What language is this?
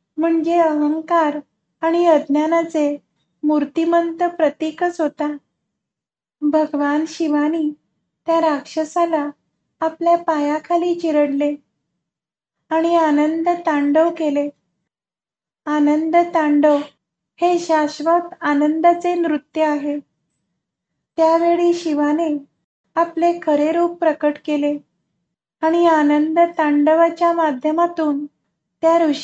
Marathi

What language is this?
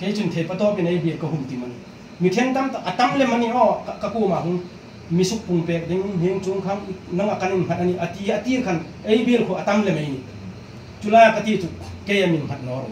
Hmar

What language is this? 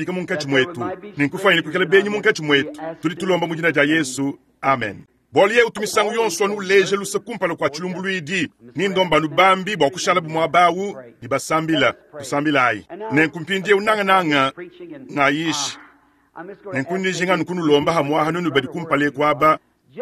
Luba-Lulua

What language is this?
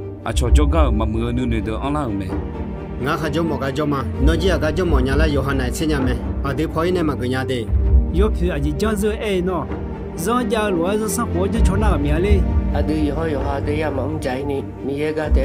Akha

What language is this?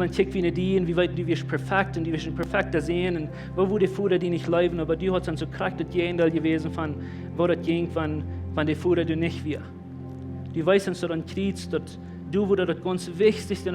Plautdietsch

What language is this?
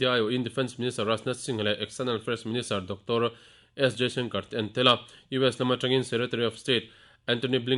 Mizo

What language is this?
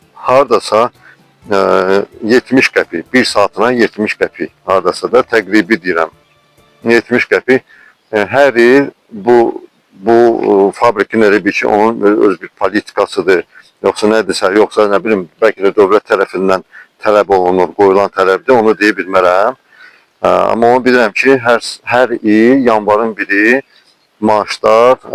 Azerbaijani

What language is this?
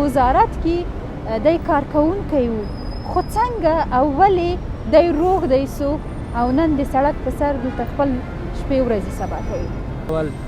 Pashto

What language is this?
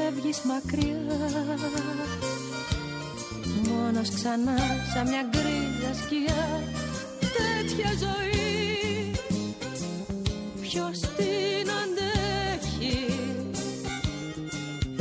Greek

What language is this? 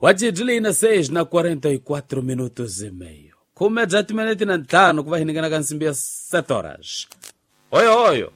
Tsonga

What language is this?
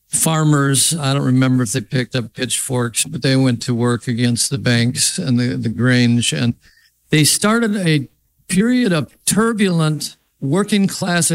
English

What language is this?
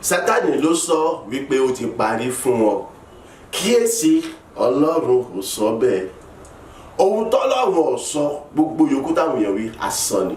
Yoruba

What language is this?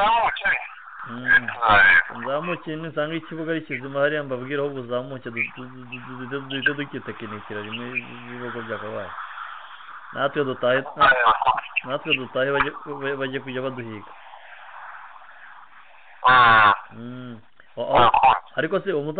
Kinyarwanda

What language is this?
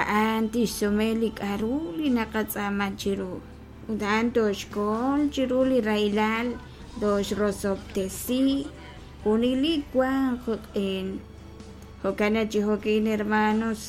Kekchí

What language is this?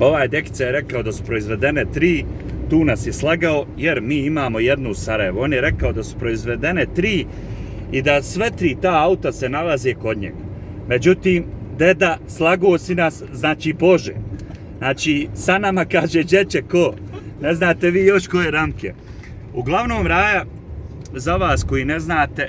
Bosnian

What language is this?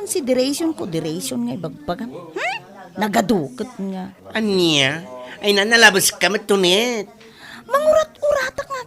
Iloko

